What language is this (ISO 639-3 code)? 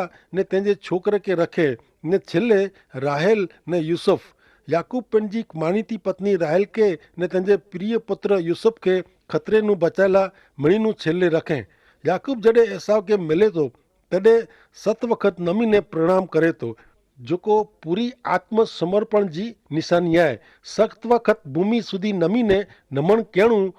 kfr